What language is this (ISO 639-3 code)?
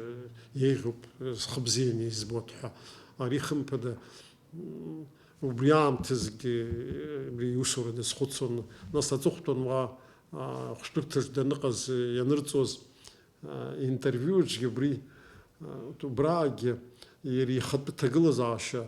abk